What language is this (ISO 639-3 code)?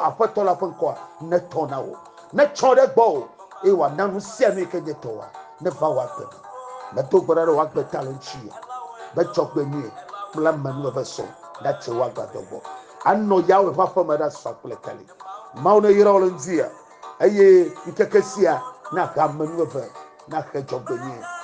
ewe